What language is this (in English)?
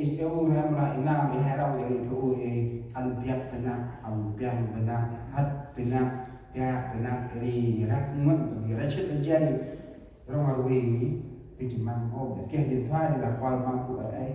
Central Mnong